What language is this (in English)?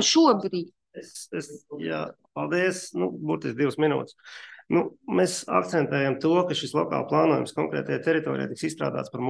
Latvian